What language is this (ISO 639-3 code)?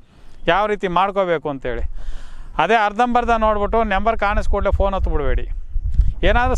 kan